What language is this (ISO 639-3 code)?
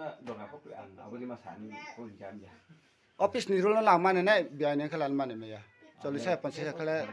ria